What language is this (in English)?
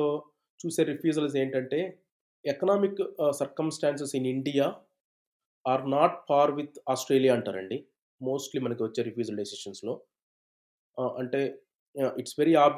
Telugu